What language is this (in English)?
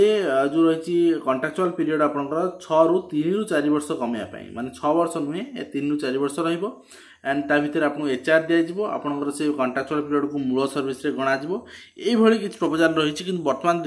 Odia